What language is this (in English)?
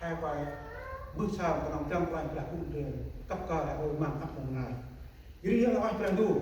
Central Mnong